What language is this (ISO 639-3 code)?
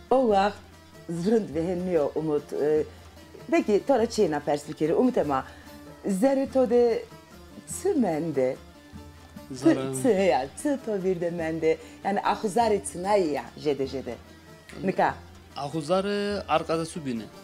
zza